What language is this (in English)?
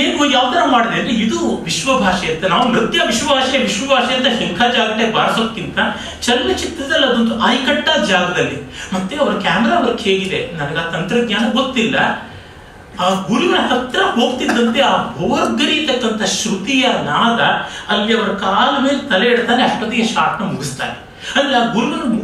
Kannada